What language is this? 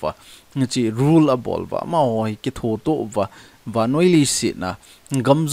Thado Chin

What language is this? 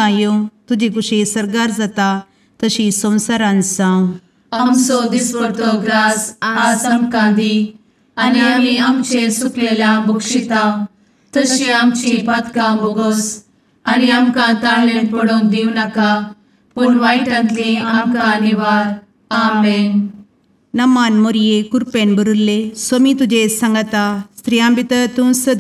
Konkani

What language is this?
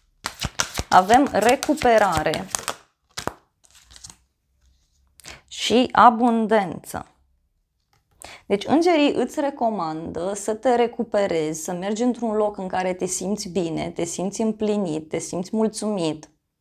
Romanian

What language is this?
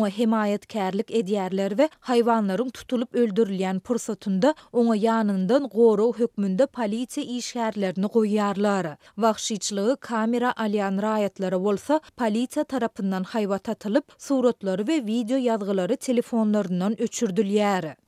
Turkmen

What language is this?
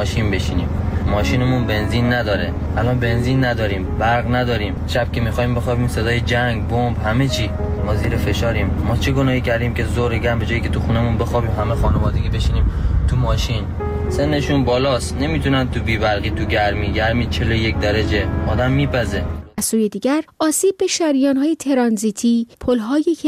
Persian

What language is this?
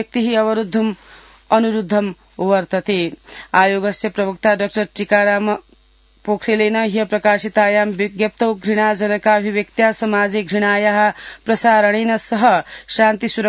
Sanskrit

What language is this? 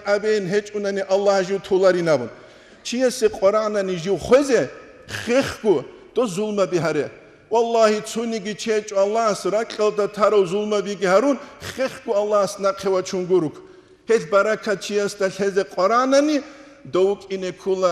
Avaric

